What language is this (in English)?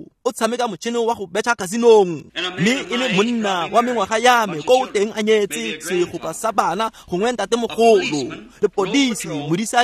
Tswana